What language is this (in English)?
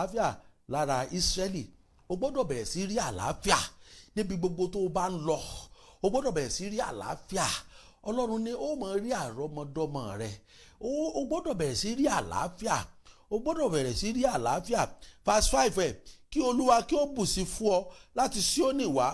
Yoruba